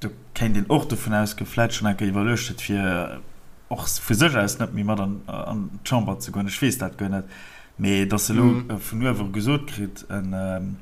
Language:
Luxembourgish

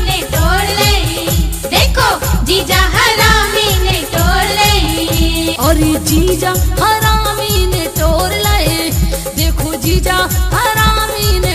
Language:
Bundeli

